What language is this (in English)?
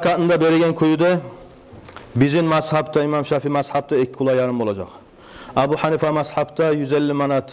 Kumyk